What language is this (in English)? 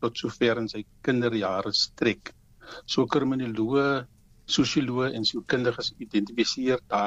Afrikaans